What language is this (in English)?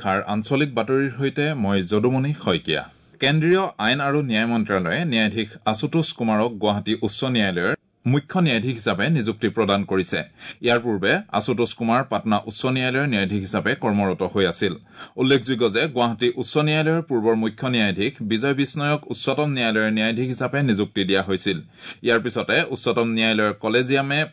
Assamese